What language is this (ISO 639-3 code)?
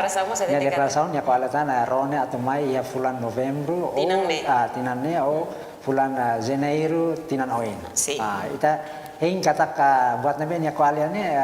tet